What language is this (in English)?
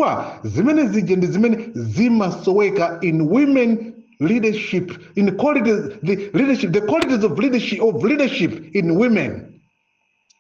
Nyanja